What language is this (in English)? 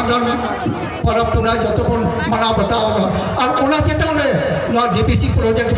Santali